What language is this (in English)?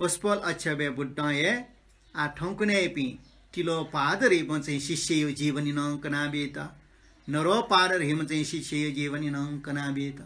Newari